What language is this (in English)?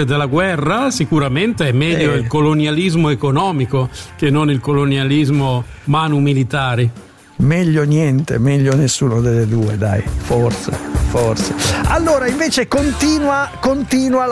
Italian